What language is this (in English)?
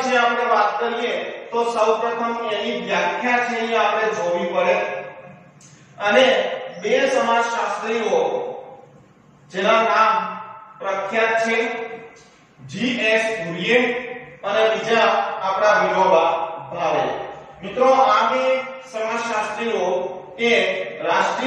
Gujarati